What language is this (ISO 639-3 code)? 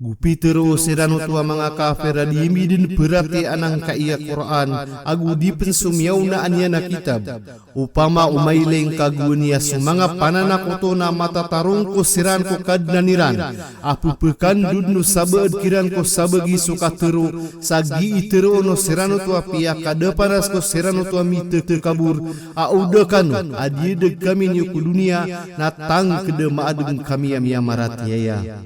mrw